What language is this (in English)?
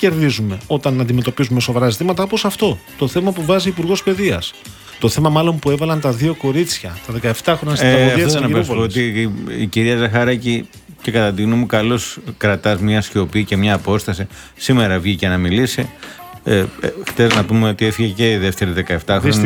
Greek